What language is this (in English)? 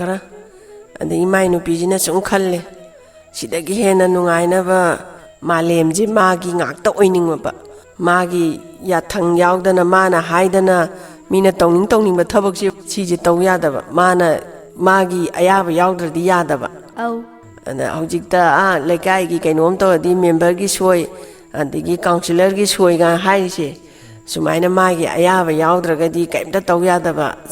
Manipuri